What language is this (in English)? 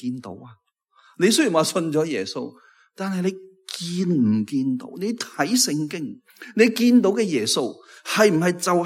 Cantonese